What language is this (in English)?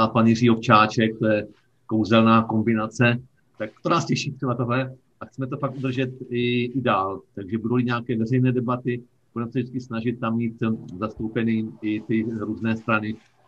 Czech